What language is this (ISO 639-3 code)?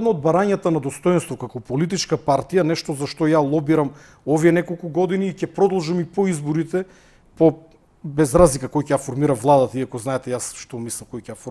mkd